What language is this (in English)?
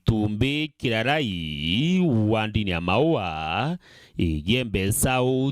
Meru